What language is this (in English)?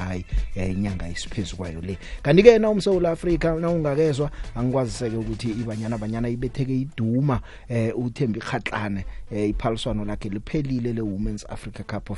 South Ndebele